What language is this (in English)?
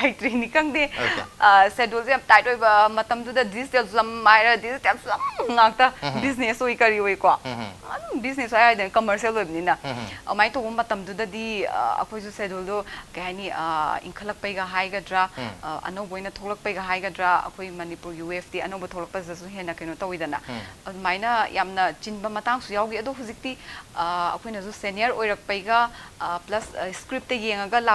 Manipuri